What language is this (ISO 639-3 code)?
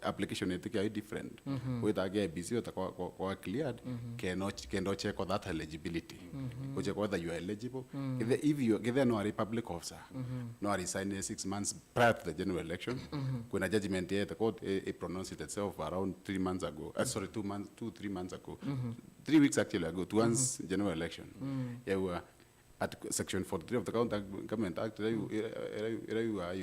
mer